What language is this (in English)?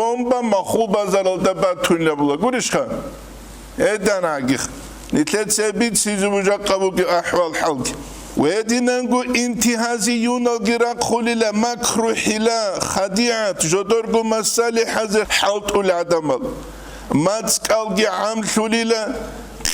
Avaric